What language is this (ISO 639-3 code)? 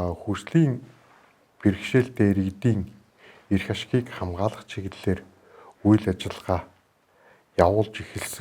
mon